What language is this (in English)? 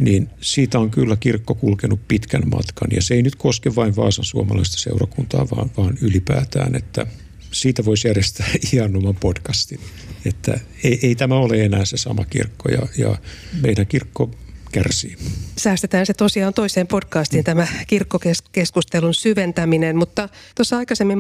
Finnish